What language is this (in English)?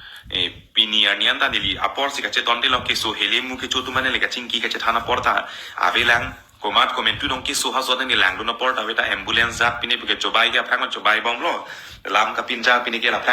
Karbi